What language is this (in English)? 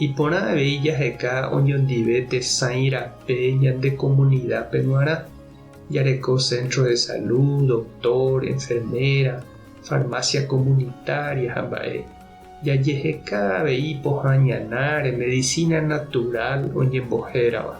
Guarani